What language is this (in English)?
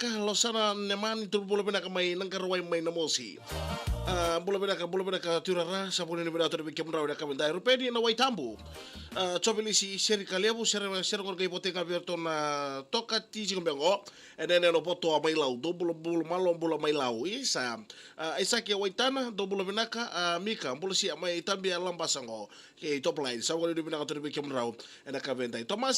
Fijian